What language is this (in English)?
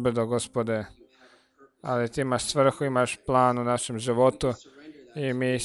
Croatian